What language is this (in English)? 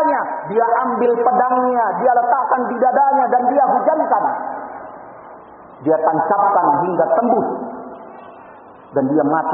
Indonesian